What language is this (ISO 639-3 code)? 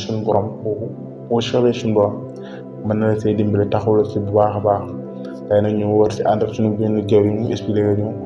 wol